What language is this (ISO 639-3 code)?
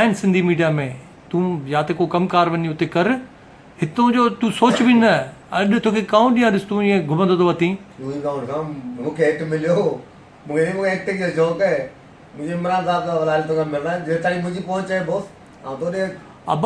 snd